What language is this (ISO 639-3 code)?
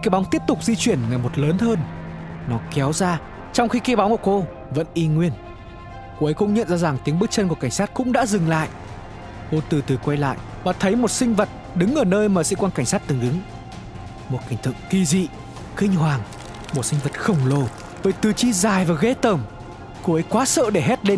vie